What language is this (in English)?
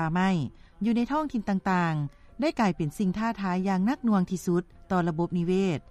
Lao